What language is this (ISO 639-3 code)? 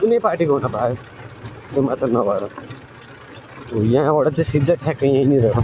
nep